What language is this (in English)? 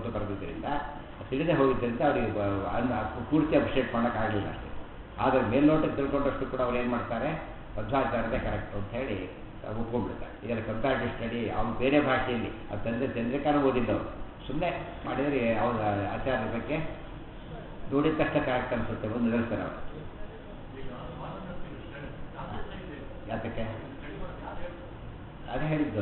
Kannada